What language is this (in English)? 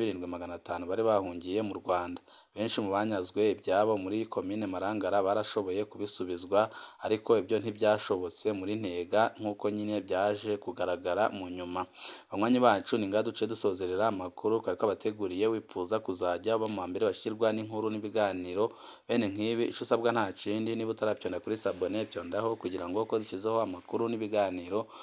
Rundi